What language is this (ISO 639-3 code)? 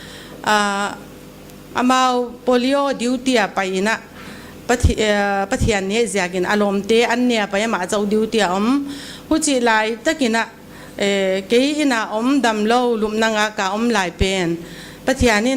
pck